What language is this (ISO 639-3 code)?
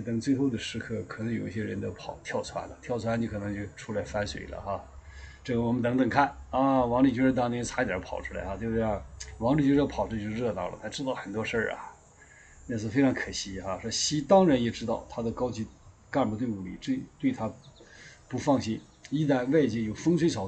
zho